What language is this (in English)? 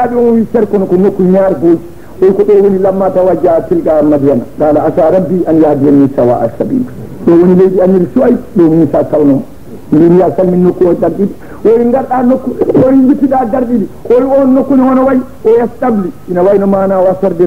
Fula